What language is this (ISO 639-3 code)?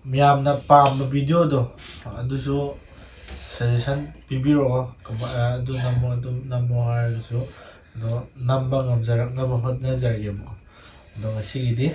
mni